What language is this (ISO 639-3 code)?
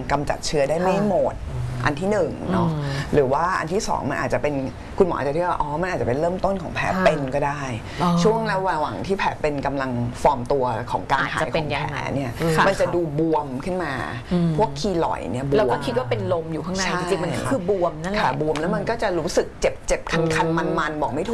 tha